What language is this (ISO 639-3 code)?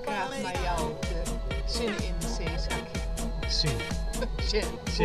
fry